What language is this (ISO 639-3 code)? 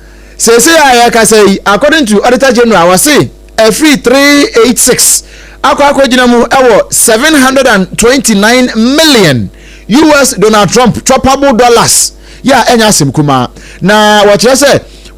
aka